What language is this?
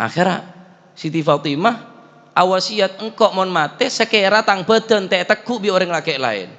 Madurese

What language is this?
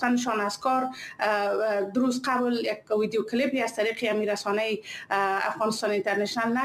Persian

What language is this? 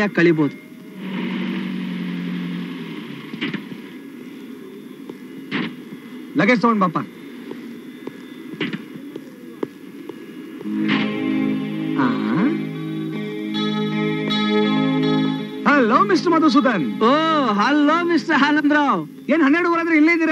Kannada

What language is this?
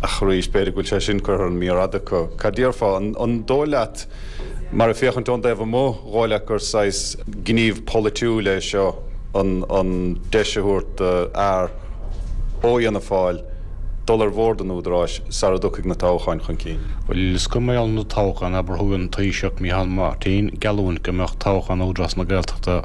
Irish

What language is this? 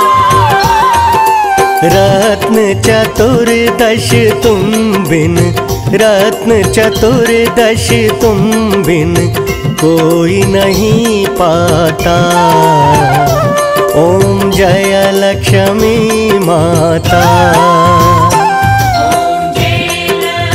Hindi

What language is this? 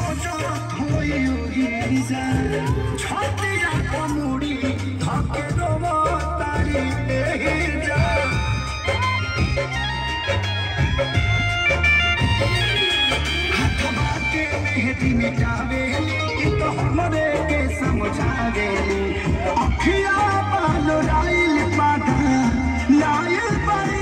Bhojpuri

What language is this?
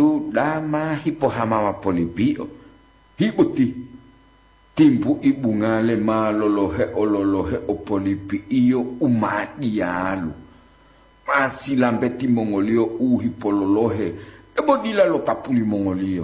Gorontalo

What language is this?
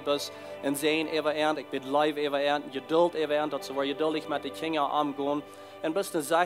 Plautdietsch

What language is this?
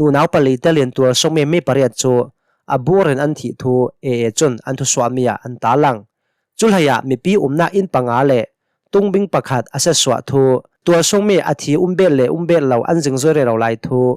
Hakha Chin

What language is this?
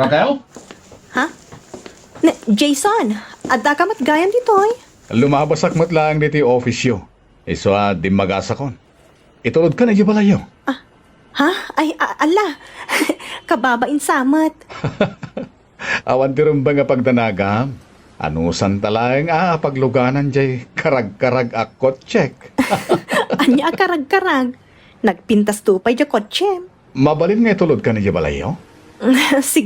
Iloko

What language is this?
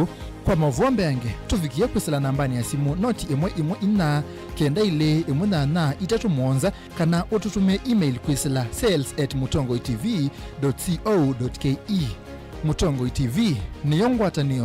Kamba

